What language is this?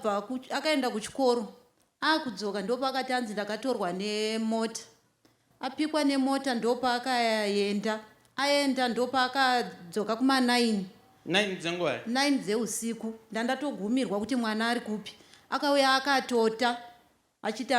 Shona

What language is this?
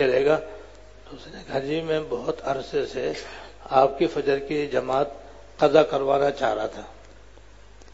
Urdu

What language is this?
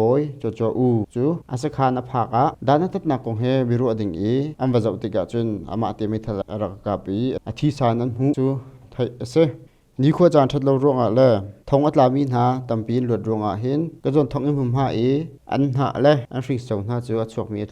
Hakha Chin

